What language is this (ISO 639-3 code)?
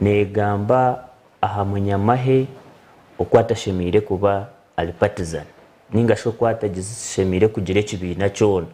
nyn